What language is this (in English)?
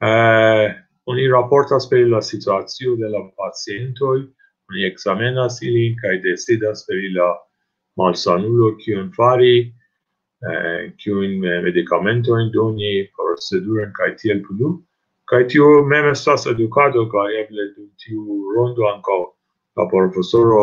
Esperanto